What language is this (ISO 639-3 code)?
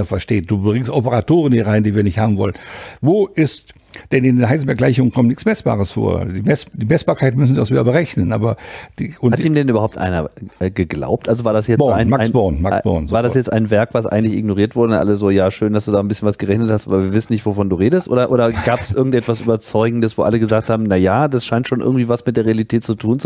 deu